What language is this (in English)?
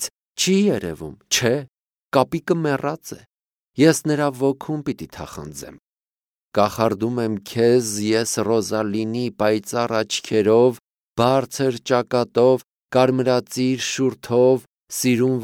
Armenian